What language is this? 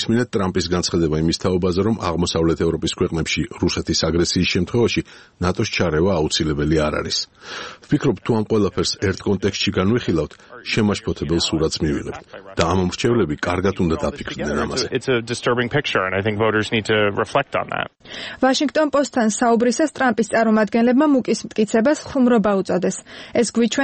Georgian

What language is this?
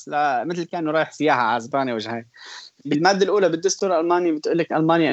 North Levantine Arabic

